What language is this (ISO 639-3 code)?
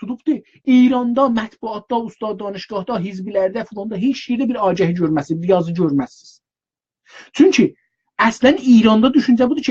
azb